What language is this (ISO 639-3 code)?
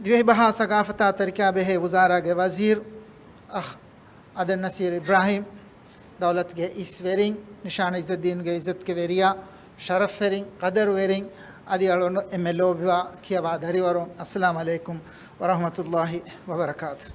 div